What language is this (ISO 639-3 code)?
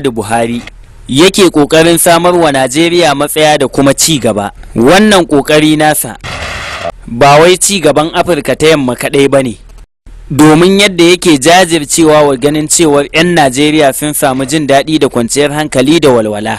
hau